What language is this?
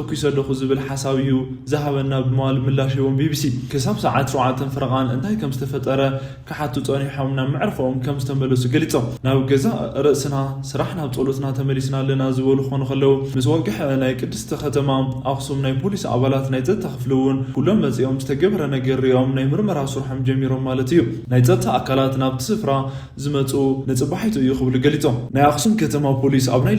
Tigrinya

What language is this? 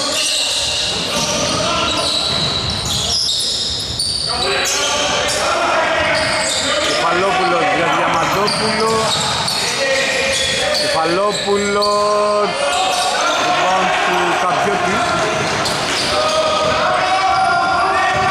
Greek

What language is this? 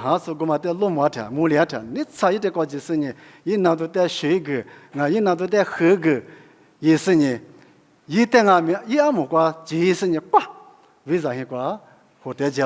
Lisu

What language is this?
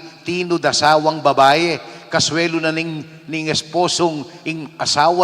Pampanga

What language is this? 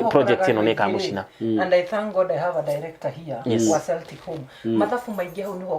Kikuyu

